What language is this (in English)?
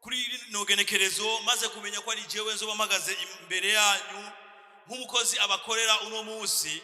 Rundi